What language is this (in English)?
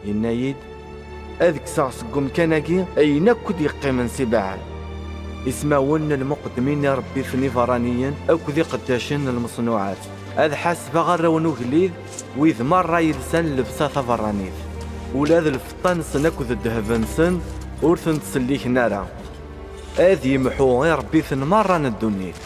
Kabyle